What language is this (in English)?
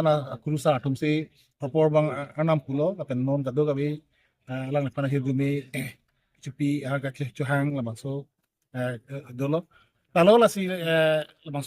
Karbi